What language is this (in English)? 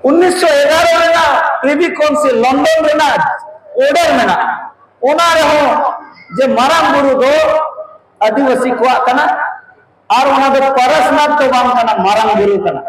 Santali